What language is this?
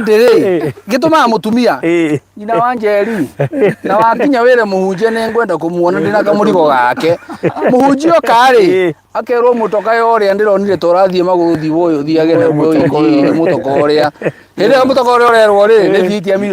Kikuyu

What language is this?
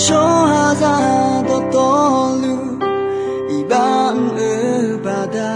Akha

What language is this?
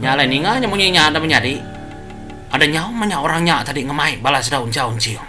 Iban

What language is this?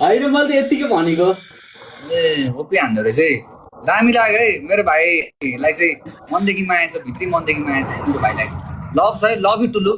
Nepali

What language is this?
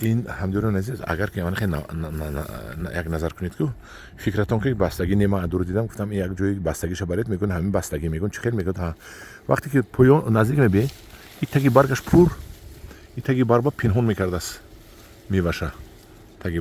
Tajik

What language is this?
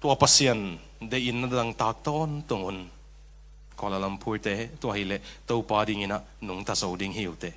Tedim Chin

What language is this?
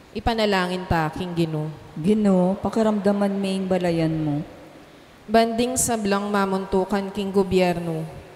Pampanga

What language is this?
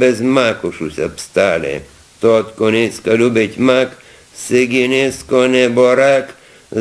Rusyn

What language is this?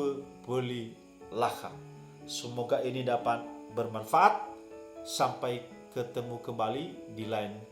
Nias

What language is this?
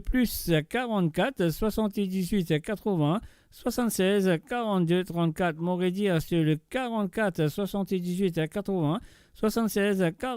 Morisyen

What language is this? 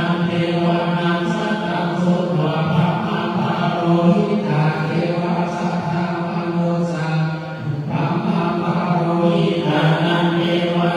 Pali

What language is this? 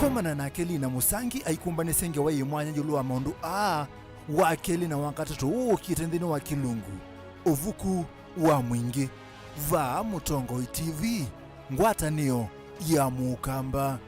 Kamba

